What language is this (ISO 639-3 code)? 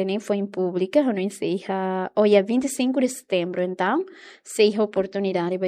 tet